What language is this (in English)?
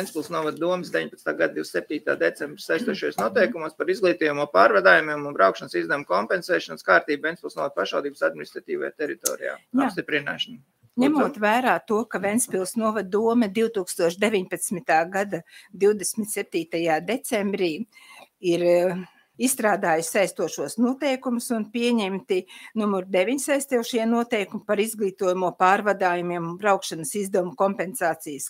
Latvian